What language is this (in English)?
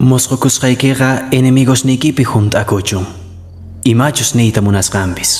Quechua